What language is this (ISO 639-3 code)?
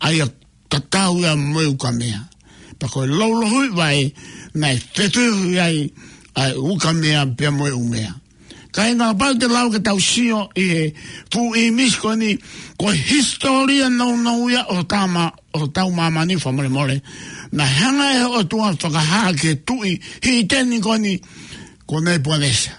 ton